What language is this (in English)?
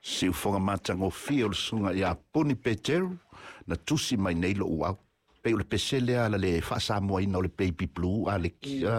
Samoan